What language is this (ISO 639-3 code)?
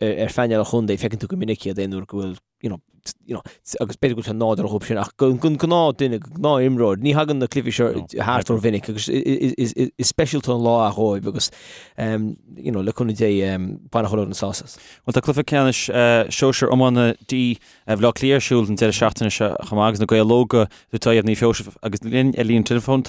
gle